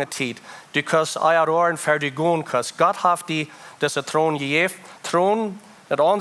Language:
Plautdietsch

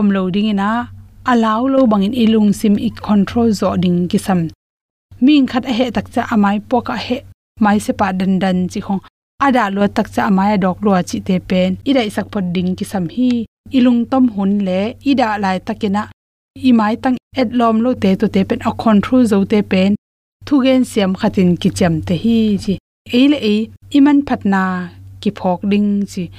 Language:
Tedim Chin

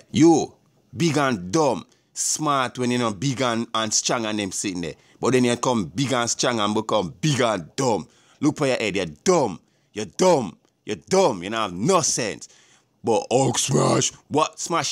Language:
Jamaican Creole English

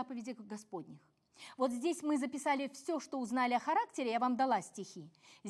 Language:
Russian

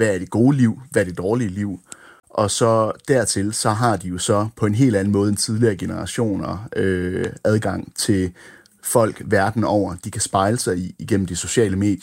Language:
Danish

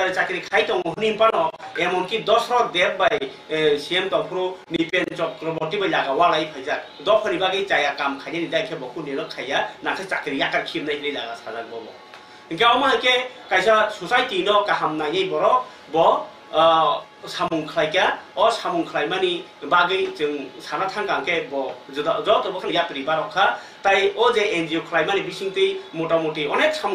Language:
Kok Borok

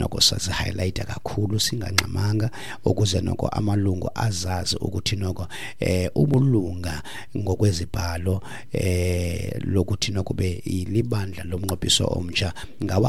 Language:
Xhosa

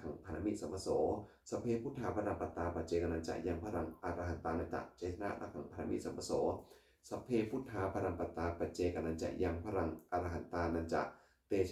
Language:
Pali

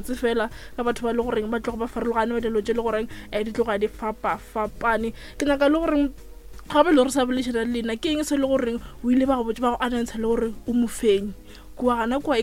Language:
Northern Sotho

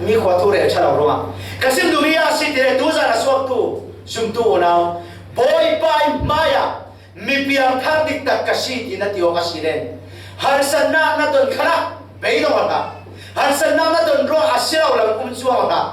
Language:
Falam Chin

